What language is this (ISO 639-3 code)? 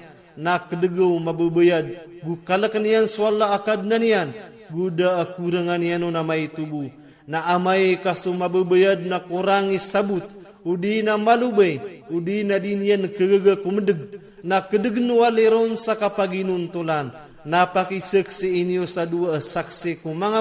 ilp